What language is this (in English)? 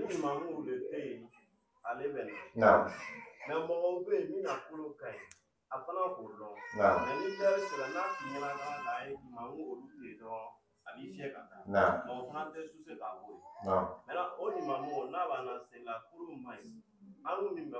Dyula